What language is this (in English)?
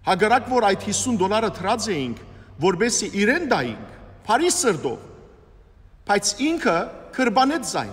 Western Armenian